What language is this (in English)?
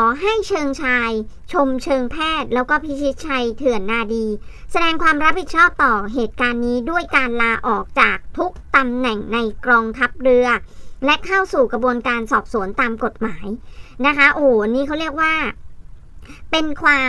Thai